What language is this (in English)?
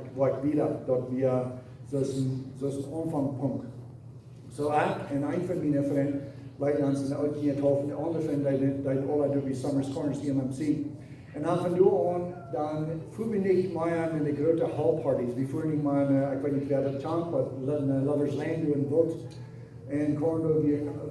Plautdietsch